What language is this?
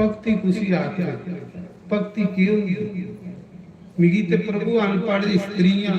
Dogri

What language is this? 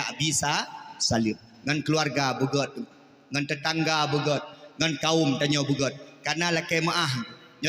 Achinese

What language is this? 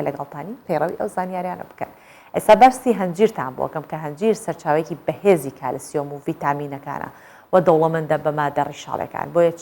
Central Kurdish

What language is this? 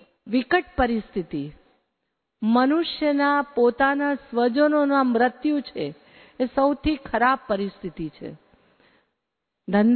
Gujarati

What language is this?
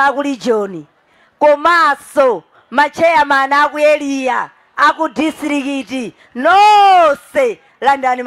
Nyanja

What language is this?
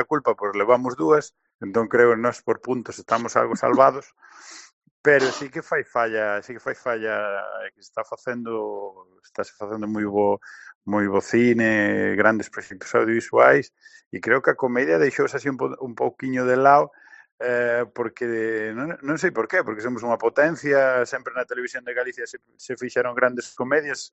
Galician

